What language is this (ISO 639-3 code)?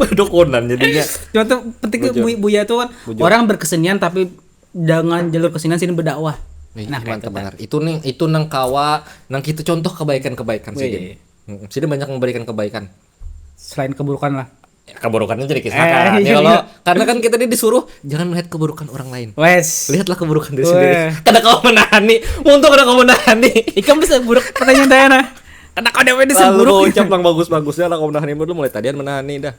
bjn